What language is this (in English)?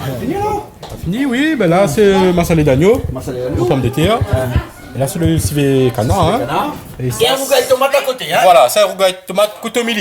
Réunion Creole French